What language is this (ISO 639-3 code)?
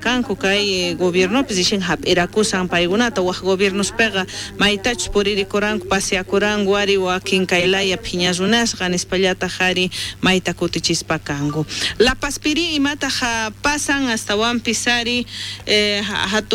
quh